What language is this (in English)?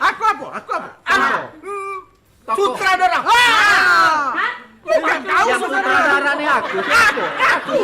Musi